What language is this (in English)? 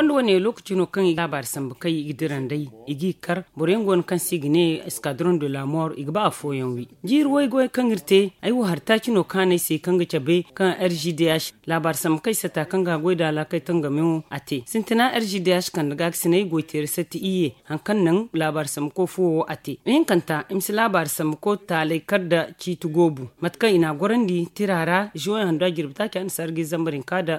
Zarma